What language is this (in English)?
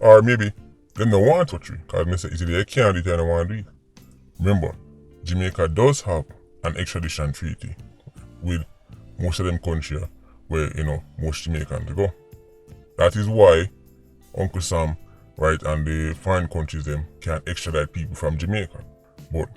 Jamaican Creole English